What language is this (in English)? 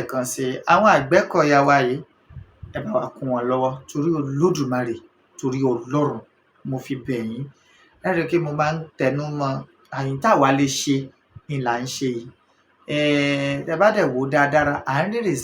Yoruba